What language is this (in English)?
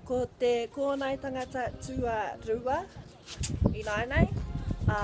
Māori